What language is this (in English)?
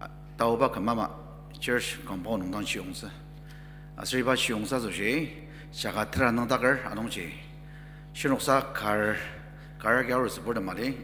Ao Naga